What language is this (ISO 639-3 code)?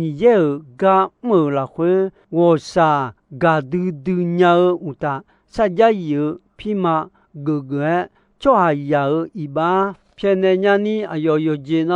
ahk